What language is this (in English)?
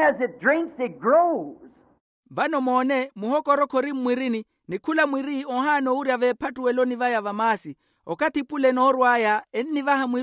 Makhuwa